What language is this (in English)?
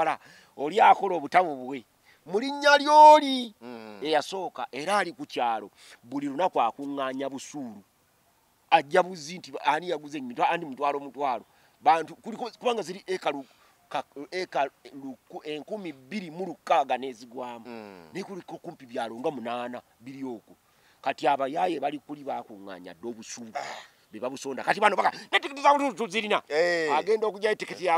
Ganda